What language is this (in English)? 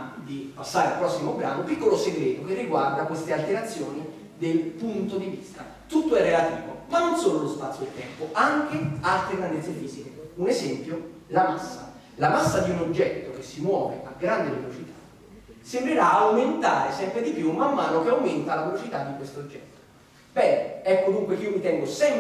Italian